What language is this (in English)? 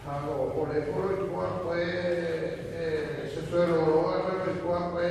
Guarani